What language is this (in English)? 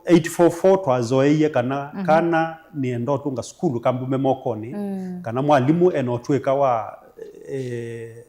Kamba